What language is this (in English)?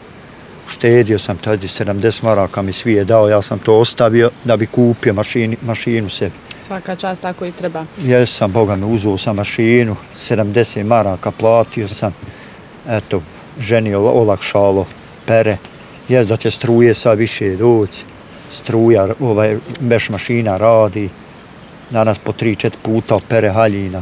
Bosnian